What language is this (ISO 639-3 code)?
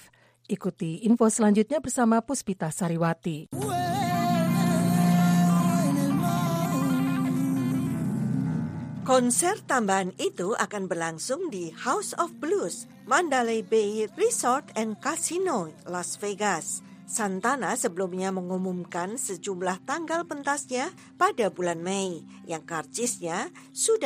ind